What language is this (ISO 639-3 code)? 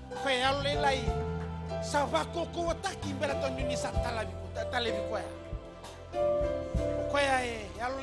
fij